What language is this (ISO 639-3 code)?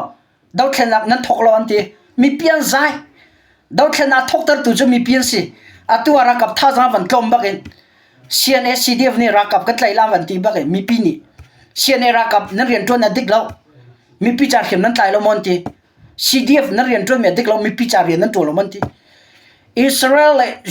cnh